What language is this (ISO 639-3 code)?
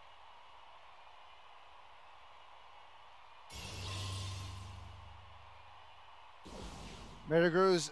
eng